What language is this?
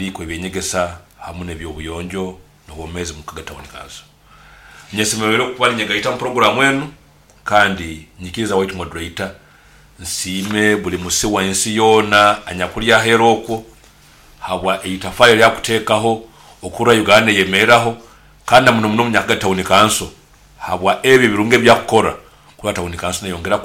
Nyoro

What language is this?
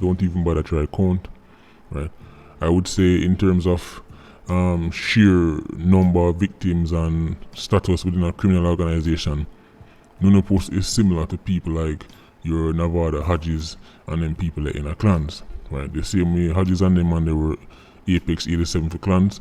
Jamaican Creole English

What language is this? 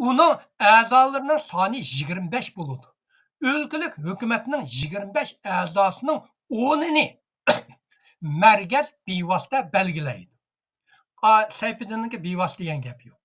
Uyghur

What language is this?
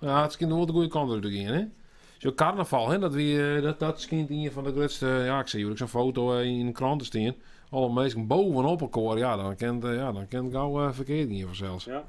Western Frisian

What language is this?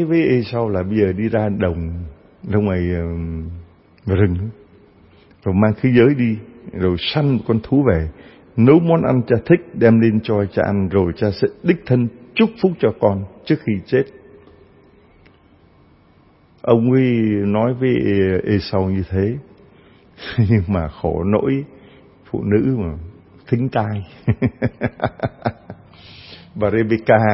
Vietnamese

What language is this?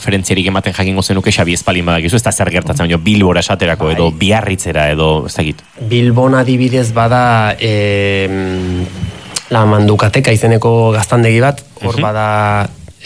Basque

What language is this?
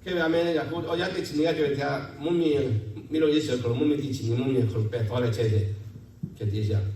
Lahu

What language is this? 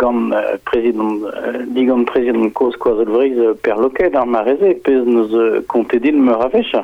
Breton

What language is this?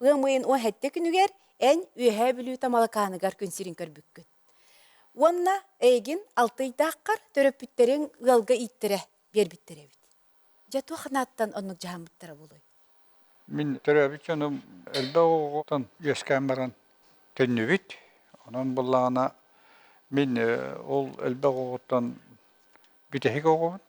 Yakut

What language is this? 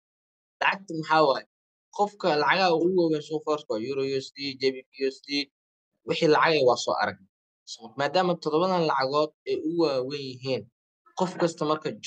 Somali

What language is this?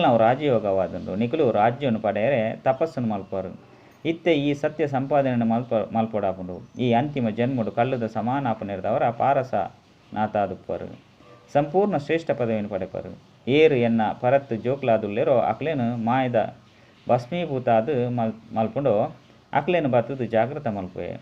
Tulu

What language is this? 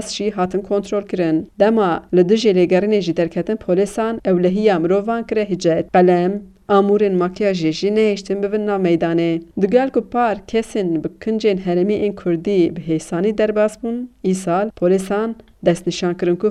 Kurdish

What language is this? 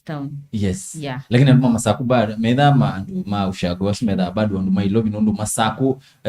Kamba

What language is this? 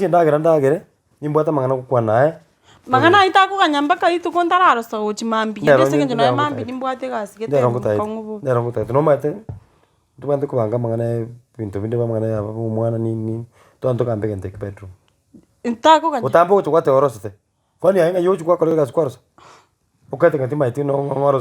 Gusii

